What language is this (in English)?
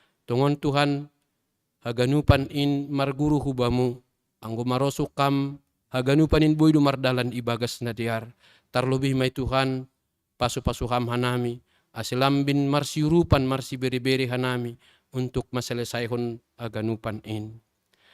Batak Simalungun